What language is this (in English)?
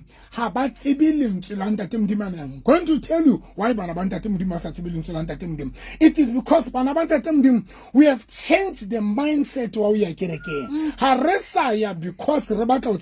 Southern Sotho